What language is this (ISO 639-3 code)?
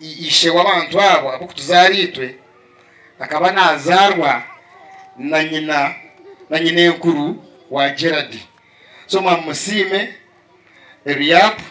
nyn